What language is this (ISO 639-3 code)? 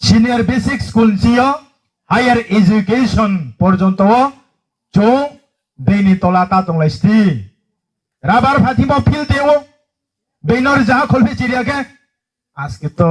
ria